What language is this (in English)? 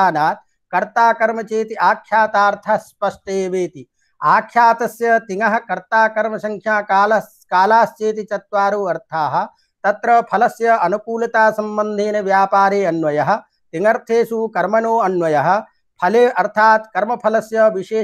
Sanskrit